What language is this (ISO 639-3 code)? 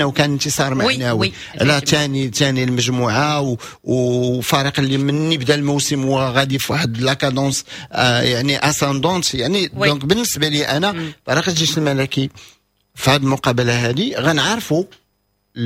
ary